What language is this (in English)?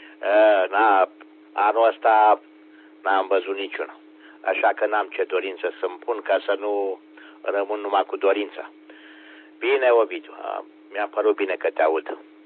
Romanian